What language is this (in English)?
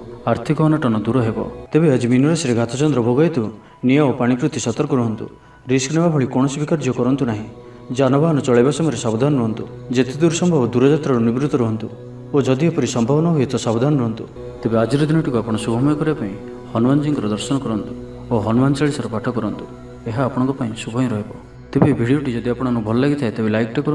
Odia